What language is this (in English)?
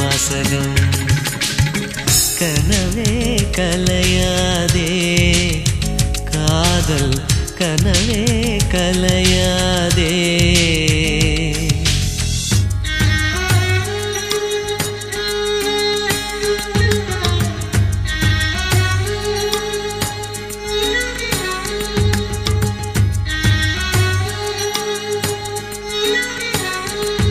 Tamil